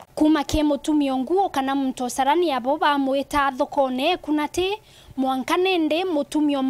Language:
Meru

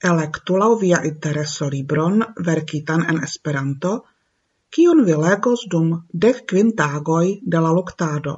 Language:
Esperanto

